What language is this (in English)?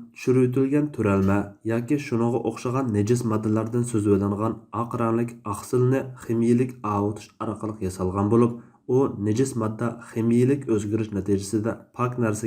Uyghur